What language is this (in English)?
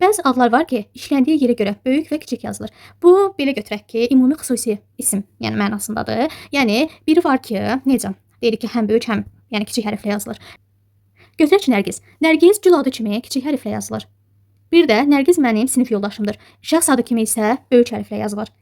Azerbaijani